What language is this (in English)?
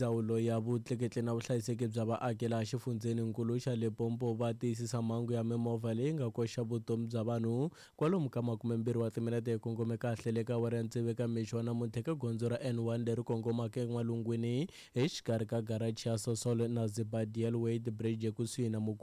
Tsonga